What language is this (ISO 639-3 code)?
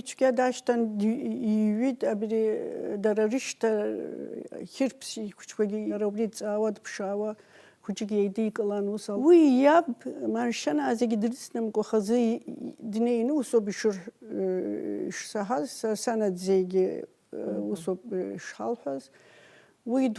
abk